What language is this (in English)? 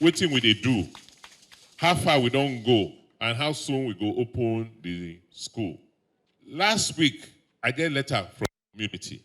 Nigerian Pidgin